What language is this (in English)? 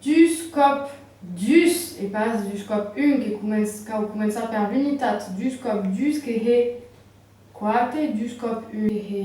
Occitan